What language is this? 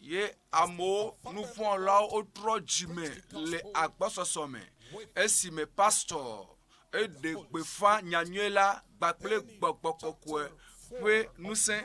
Ewe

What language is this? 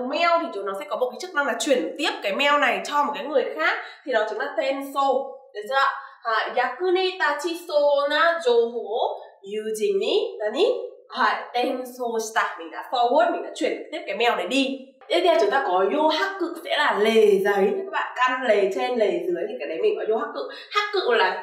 Vietnamese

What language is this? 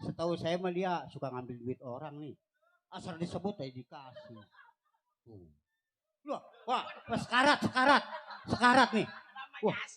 Betawi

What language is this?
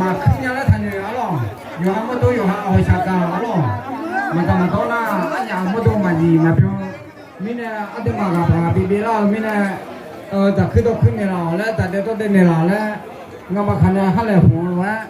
Akha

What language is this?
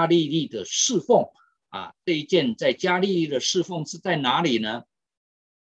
Chinese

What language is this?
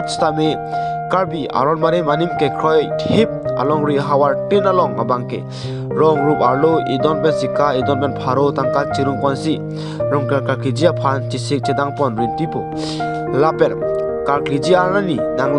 Karbi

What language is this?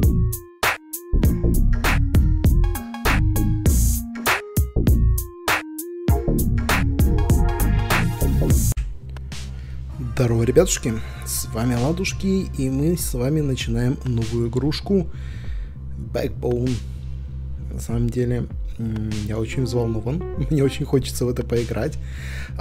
Russian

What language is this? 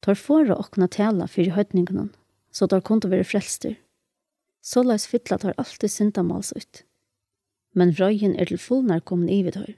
Faroese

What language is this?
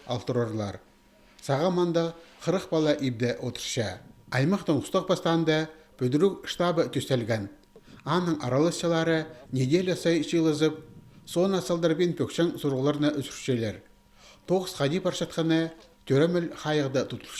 Khakas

